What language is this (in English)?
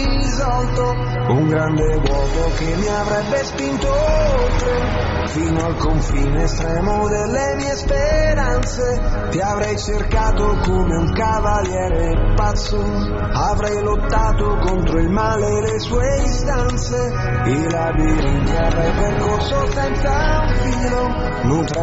Italian